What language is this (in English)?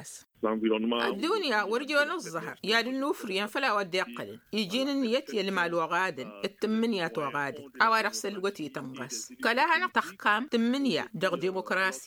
Tamasheq